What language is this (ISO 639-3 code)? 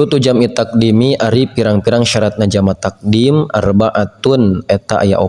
sun